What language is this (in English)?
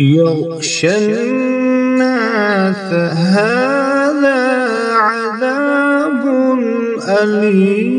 Kashmiri